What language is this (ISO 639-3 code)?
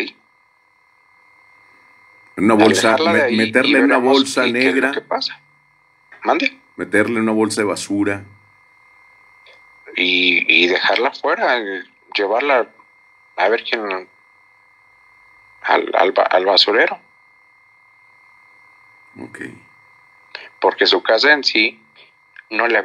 spa